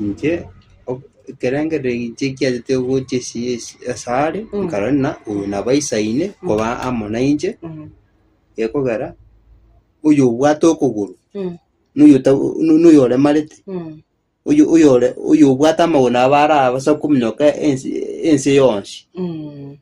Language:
Gusii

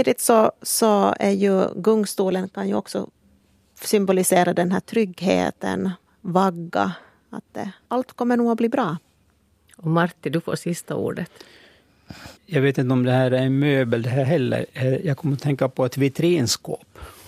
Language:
Swedish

